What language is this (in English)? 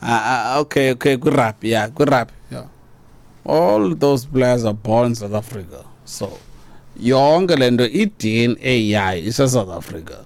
Xhosa